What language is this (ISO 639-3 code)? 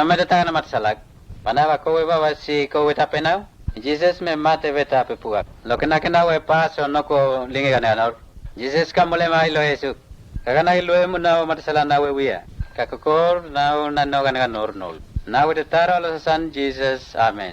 mtt